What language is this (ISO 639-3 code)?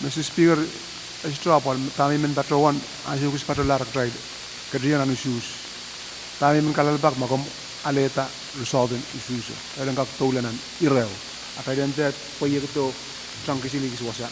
pon